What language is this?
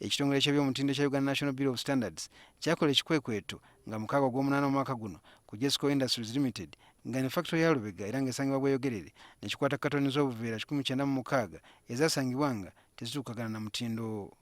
Ganda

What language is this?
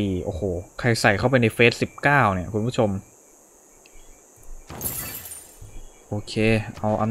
Thai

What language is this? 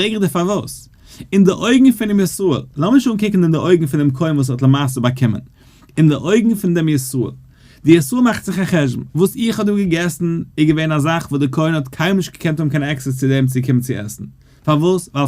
Yiddish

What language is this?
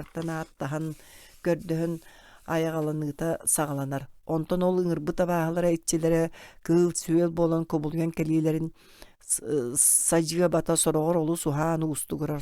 Yakut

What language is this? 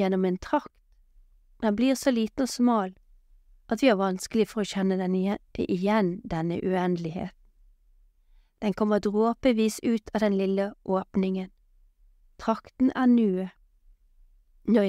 Norwegian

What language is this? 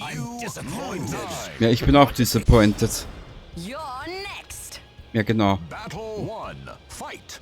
Bavarian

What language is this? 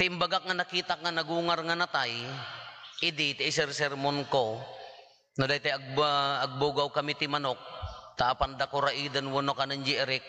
Iloko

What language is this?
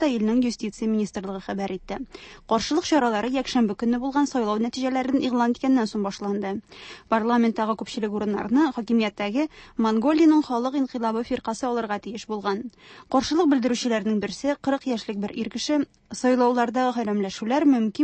Tatar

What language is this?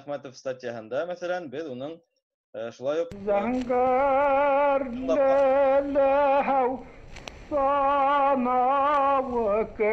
Bashkir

